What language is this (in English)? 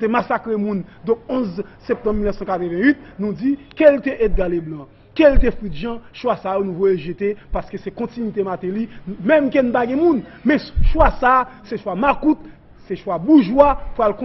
Haitian Creole